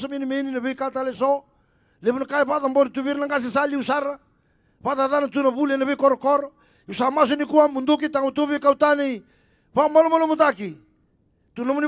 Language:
Fijian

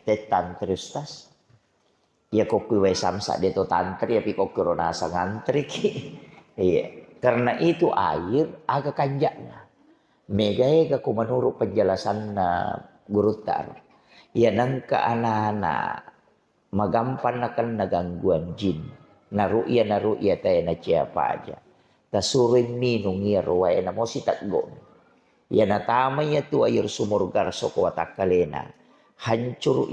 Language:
Buginese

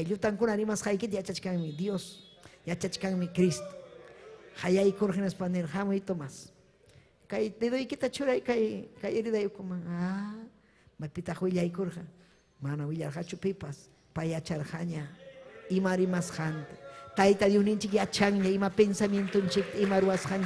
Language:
Ayacucho Quechua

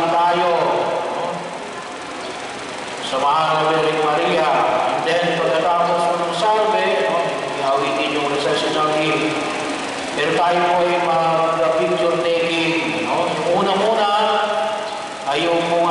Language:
Filipino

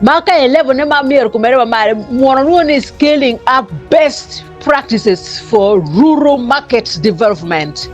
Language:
Acoli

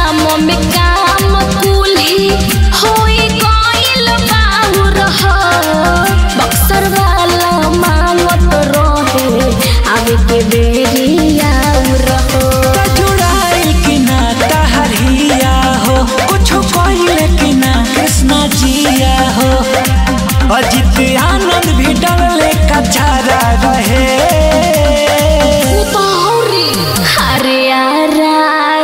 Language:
Bhojpuri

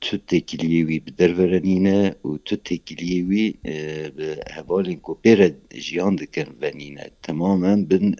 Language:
Kurdish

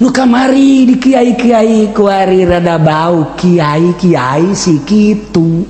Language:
Sundanese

